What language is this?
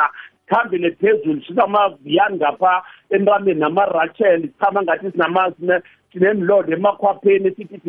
South Ndebele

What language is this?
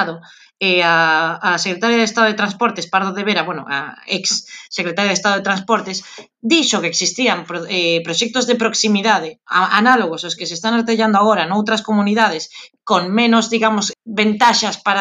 Galician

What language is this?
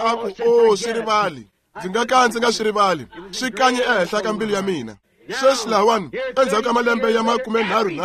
Tsonga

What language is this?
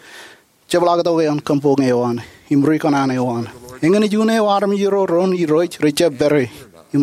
Marshallese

